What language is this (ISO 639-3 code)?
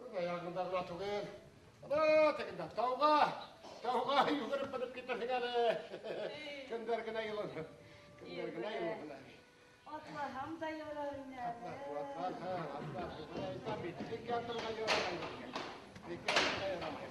bak